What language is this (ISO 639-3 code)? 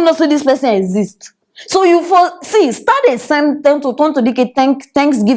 pcm